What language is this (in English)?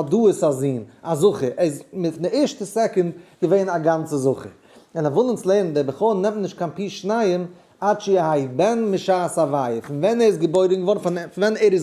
Yiddish